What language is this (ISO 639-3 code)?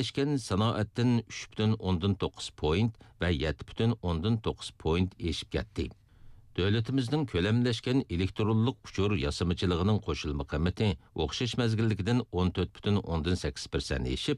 uig